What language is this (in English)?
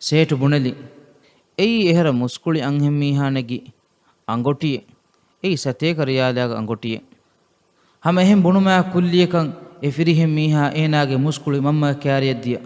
Divehi